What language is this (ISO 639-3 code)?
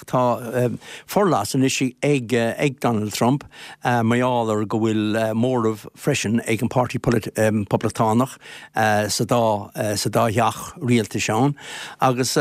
gle